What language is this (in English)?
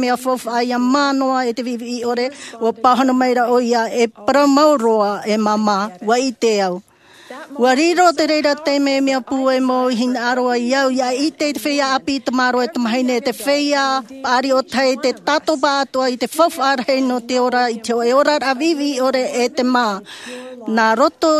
Tahitian